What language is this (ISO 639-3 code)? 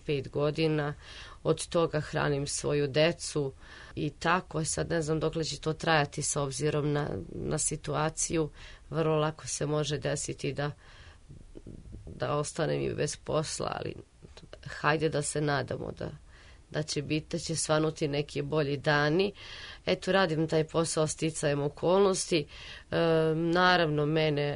srp